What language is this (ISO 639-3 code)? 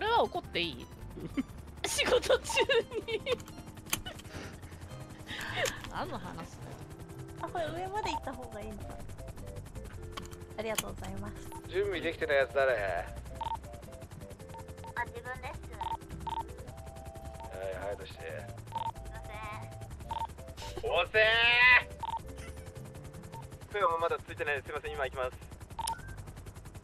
jpn